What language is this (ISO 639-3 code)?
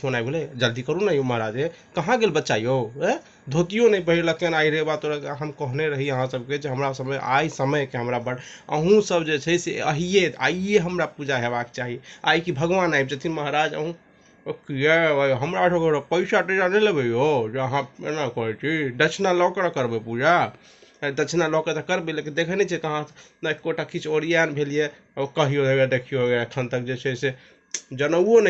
mai